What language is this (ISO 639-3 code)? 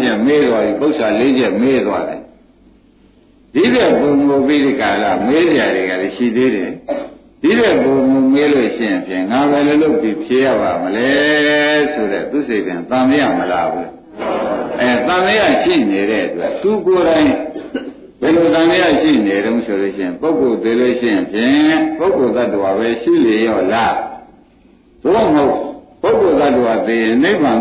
mya